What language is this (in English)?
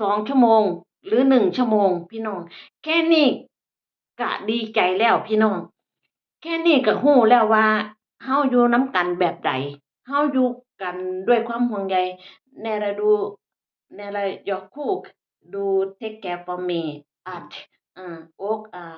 Northeastern Thai